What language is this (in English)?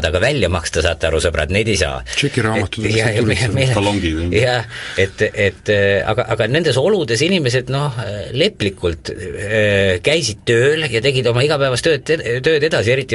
Estonian